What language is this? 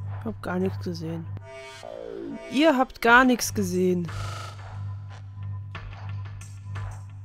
German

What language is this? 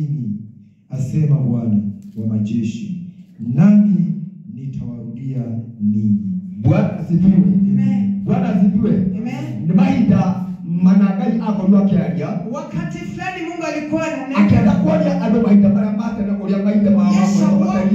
Swahili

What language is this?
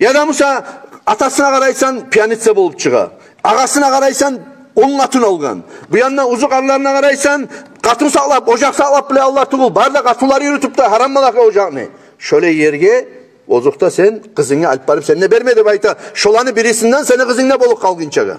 Kumyk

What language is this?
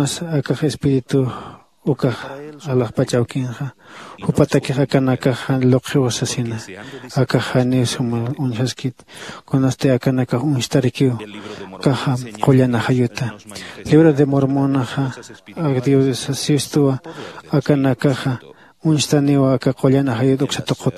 Aymara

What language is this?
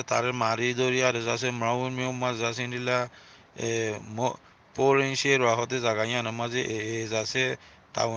Rohingya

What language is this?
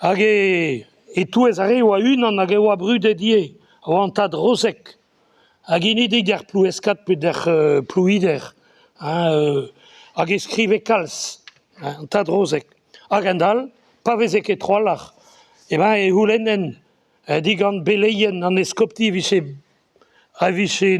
Breton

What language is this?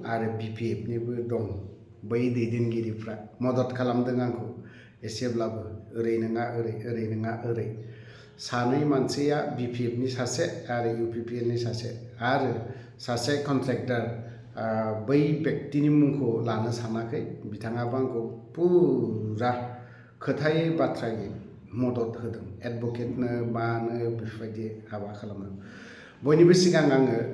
Bodo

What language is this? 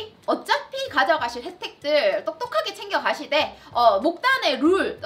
Korean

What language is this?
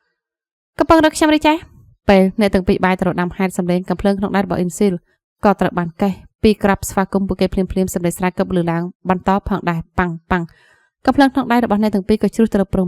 Khmer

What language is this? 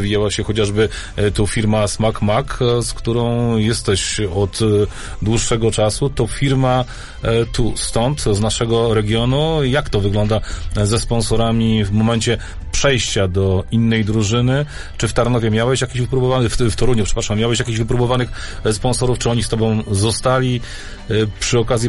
Polish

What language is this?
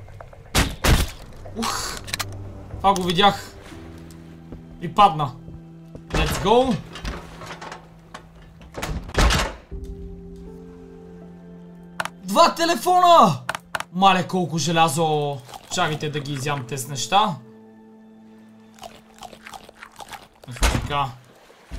Bulgarian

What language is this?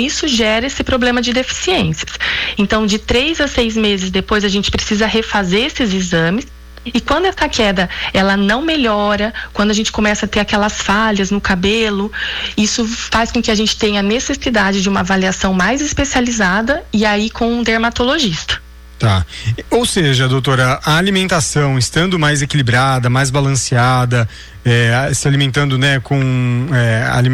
Portuguese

